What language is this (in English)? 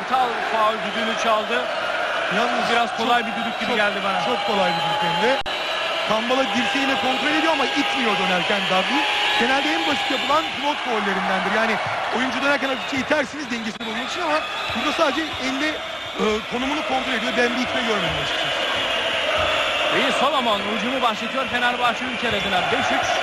Turkish